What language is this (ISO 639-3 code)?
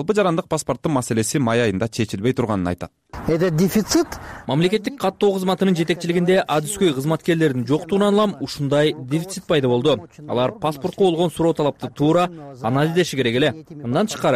kir